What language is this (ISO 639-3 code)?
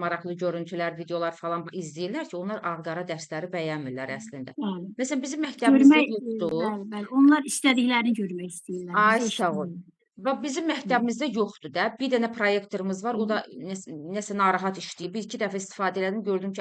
aze